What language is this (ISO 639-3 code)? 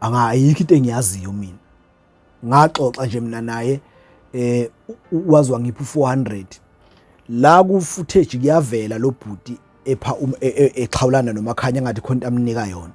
zul